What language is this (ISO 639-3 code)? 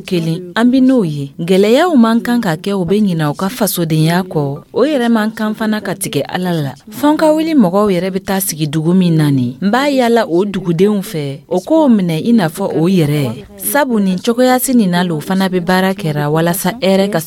dyu